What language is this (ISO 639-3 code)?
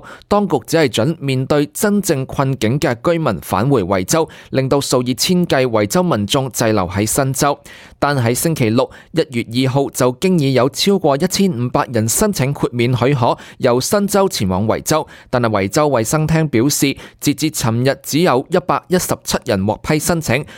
yue